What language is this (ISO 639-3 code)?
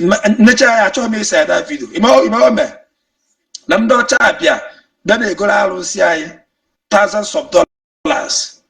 ibo